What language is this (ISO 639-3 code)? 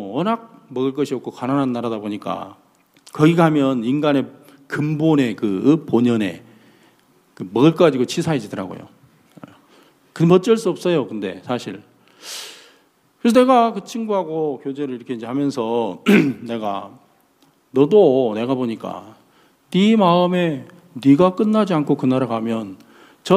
kor